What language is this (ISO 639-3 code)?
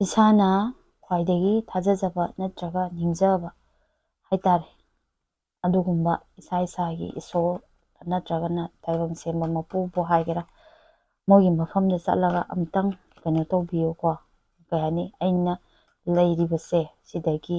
mni